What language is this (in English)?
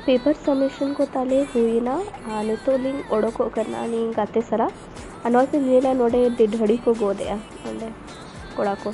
Santali